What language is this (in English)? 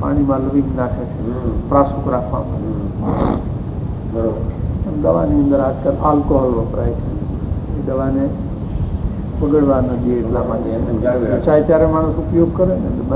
Gujarati